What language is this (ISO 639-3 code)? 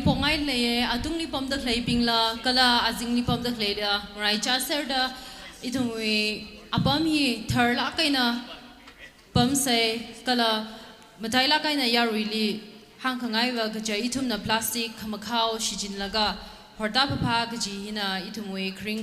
nmf